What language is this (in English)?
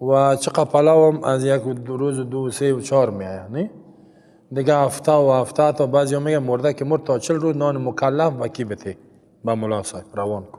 Persian